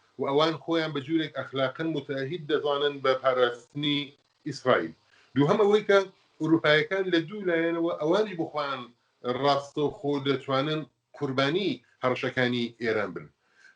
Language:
Central Kurdish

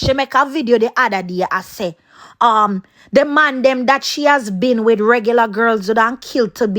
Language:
Jamaican Creole English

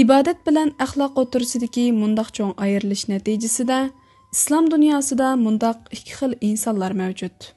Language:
Uyghur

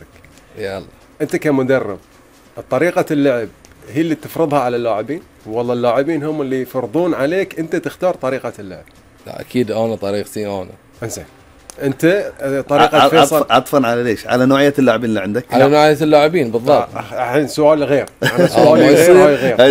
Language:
Gulf Arabic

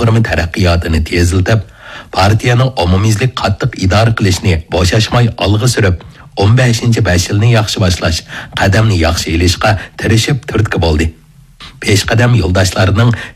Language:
Uyghur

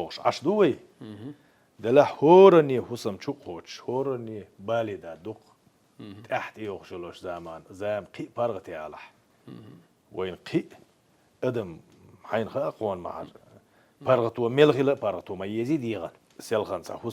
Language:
Chechen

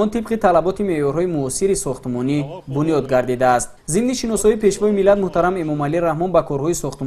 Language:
Tajik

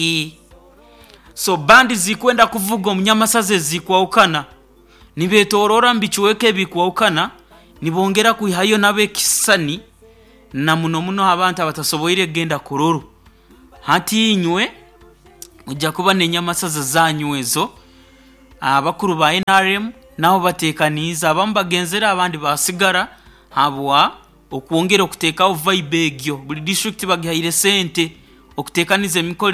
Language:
Nyoro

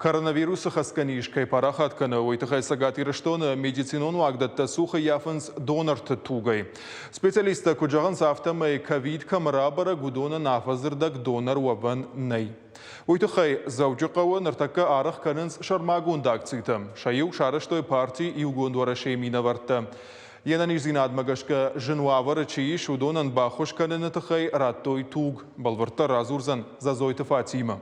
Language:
Ossetic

